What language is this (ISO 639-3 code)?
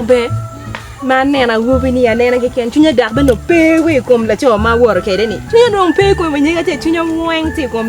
ach